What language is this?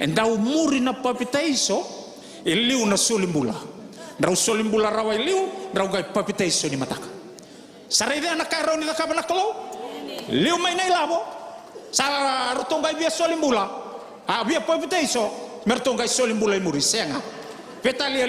Fijian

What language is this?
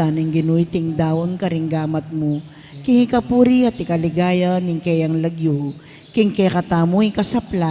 Pampanga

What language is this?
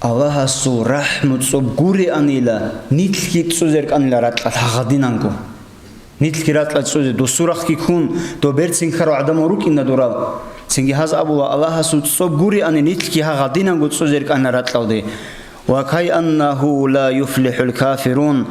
Avaric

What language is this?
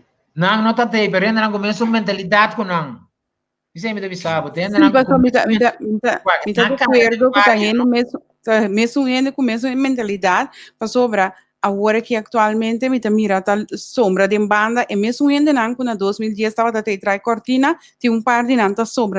Papiamento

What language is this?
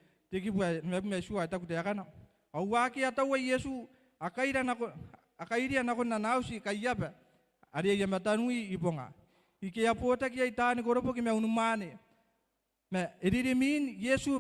Gilbertese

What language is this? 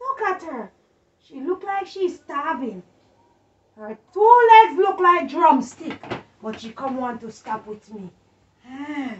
Jamaican Creole English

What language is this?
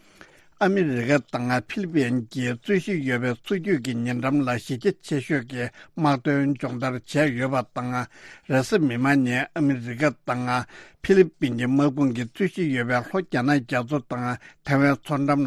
Tibetan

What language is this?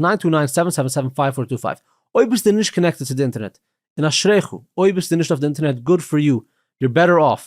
Yiddish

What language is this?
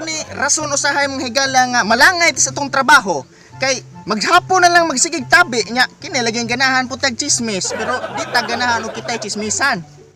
Cebuano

